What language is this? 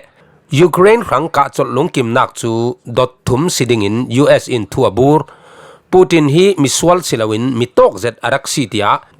Falam Chin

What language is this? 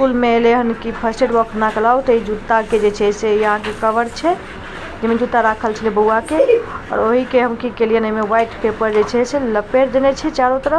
Maithili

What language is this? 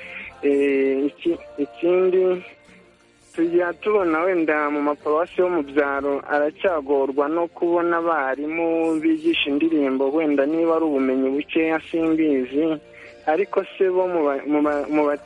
Kinyarwanda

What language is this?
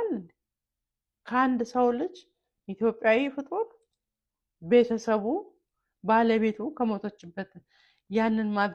Amharic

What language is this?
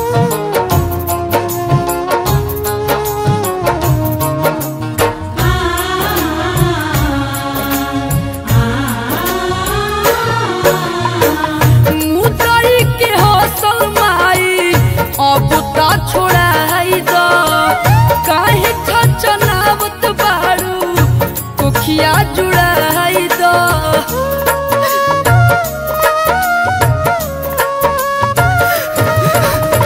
Bhojpuri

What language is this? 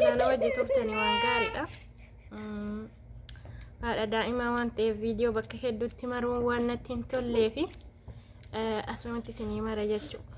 Oromo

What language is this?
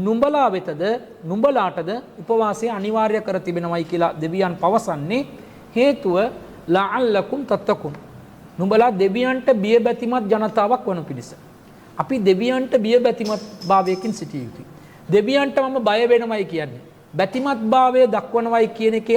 Sinhala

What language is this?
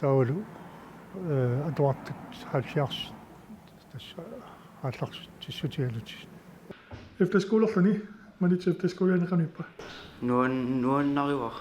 Kalaallisut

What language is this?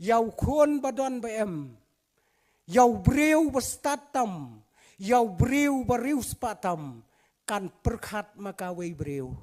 Khasi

